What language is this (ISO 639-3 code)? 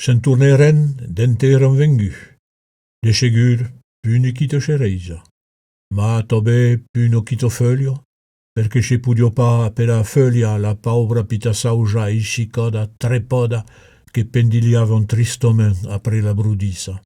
oci